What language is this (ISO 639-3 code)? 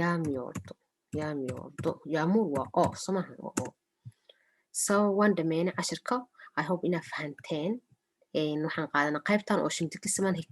som